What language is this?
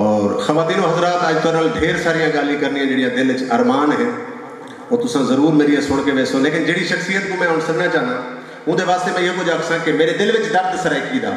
Saraiki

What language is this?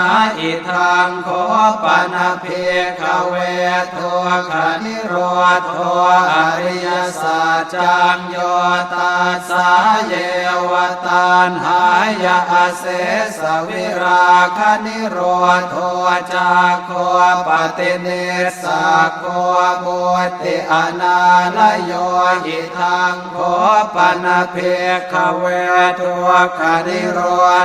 Pali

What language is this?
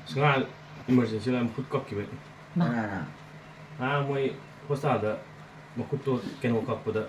Manipuri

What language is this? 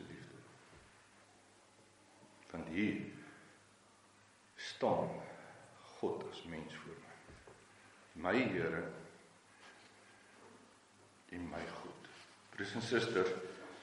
Afrikaans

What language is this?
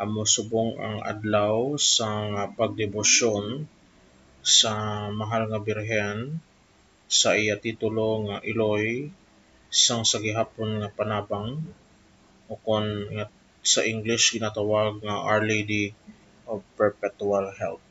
Hiligaynon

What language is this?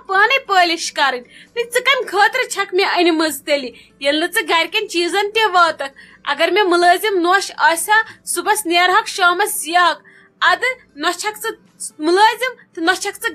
Kashmiri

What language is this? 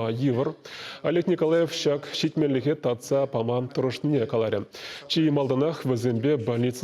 Chuvash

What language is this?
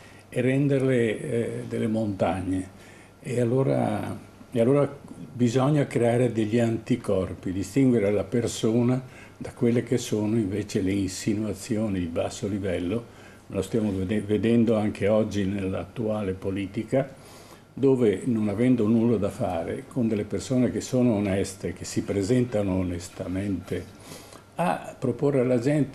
Italian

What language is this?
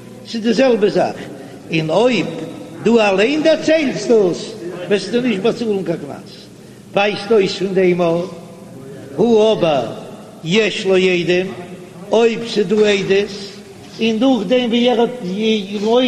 Yiddish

